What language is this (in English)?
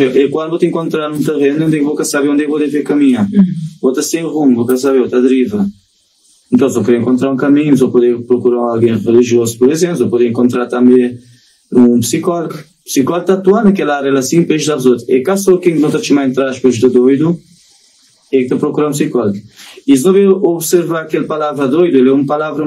Kabuverdianu